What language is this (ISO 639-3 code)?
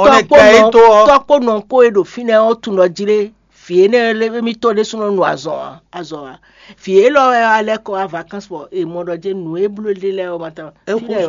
fon